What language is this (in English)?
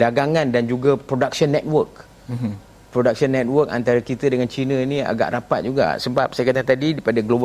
Malay